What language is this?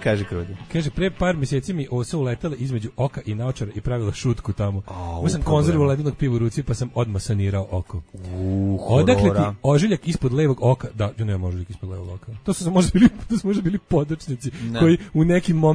Serbian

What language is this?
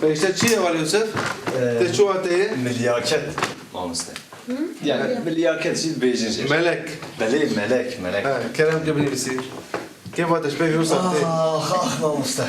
Kurdish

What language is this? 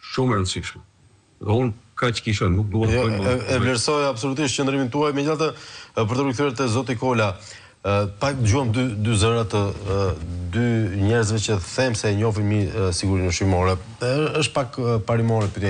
Albanian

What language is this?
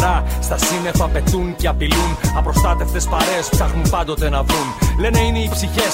Greek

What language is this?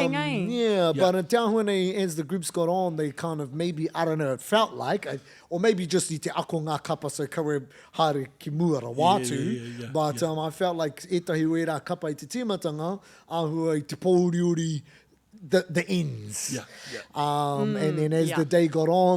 Māori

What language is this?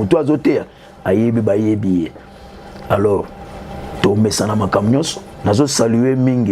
Lingala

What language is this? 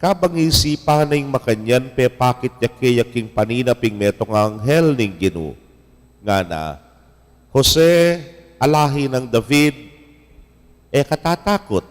Pampanga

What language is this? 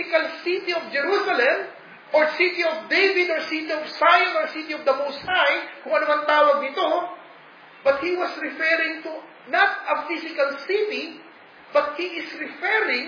Filipino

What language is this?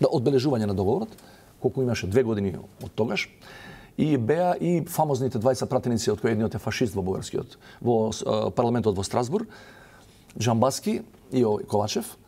Macedonian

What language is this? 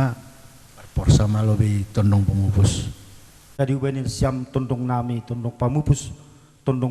Batak Simalungun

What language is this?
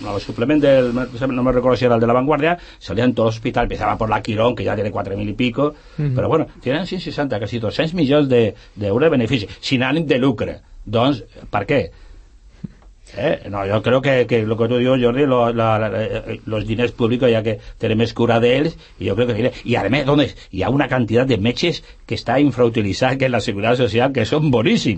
Catalan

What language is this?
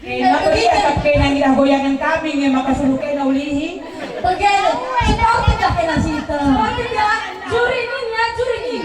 Batak Karo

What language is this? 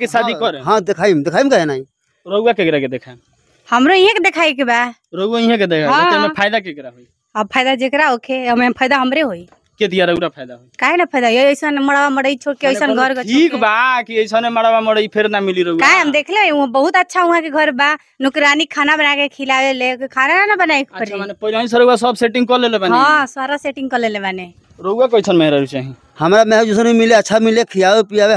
Bhojpuri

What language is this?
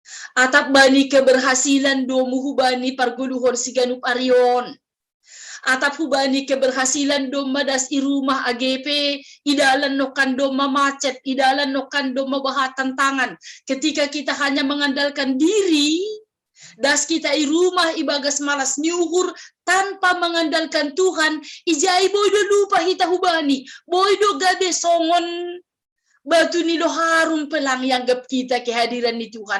Batak Simalungun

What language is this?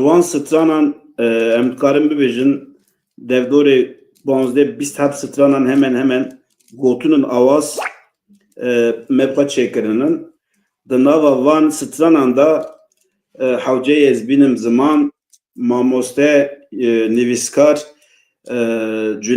Kurdish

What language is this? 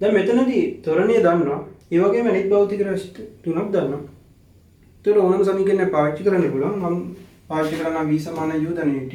Sinhala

